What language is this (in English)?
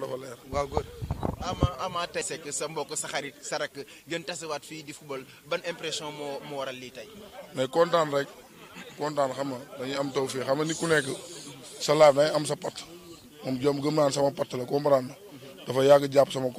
Wolof